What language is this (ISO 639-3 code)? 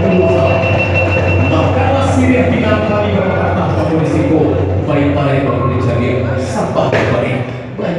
min